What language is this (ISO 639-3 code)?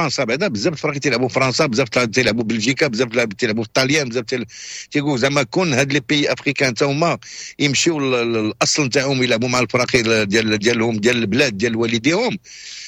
ary